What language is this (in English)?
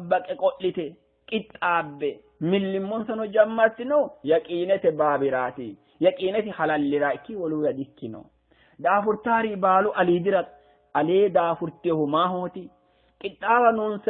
Sidamo